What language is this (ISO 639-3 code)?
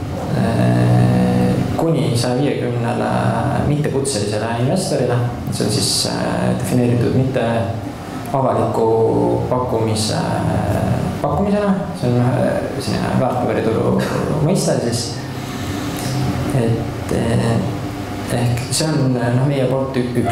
est